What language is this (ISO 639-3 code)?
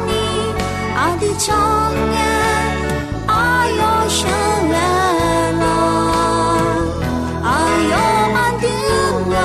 ahk